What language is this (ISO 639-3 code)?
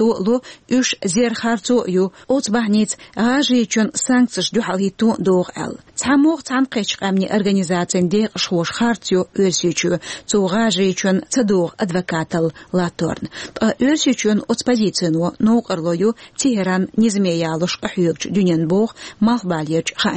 che